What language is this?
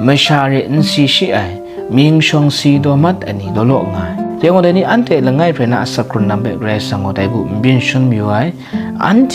Kachin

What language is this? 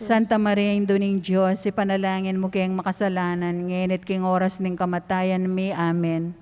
Pampanga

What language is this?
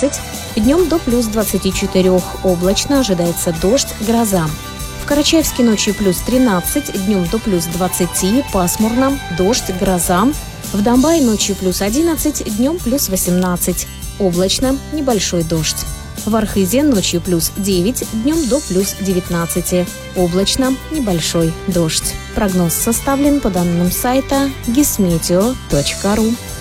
Russian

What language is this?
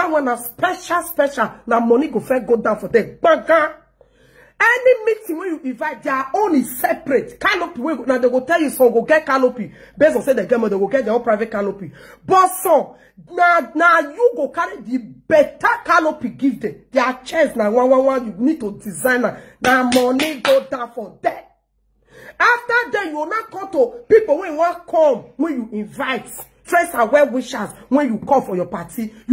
Nigerian Pidgin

